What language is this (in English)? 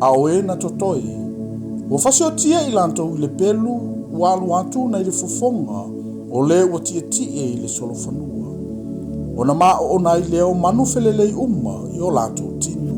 Samoan